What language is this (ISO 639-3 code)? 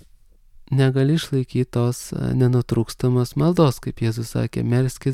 lit